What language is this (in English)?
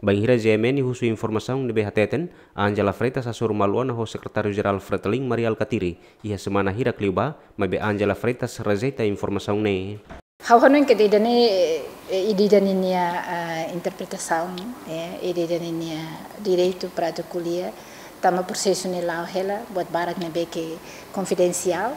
Tetum